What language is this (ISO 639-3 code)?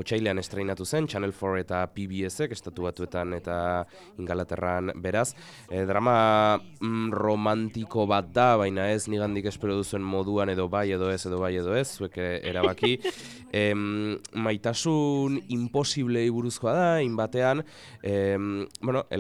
eus